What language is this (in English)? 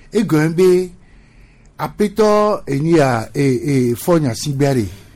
Gen